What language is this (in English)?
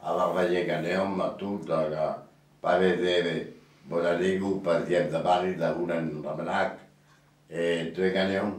Breton